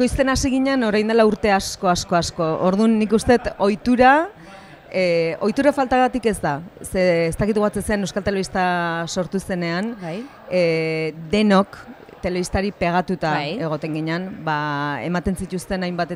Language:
Basque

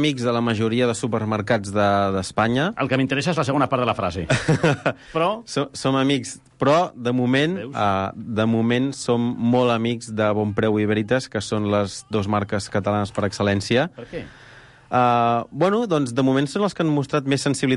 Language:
Catalan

